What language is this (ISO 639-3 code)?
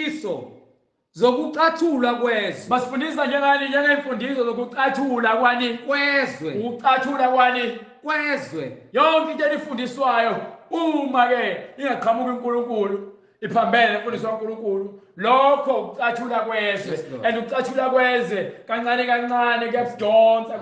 zul